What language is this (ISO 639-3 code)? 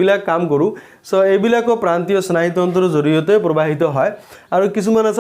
asm